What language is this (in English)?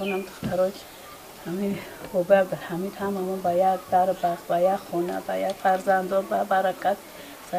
Tajik